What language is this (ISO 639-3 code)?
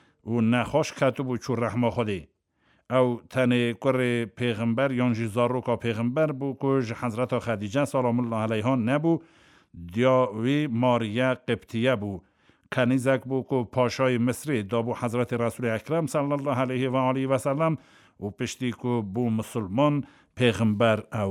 kur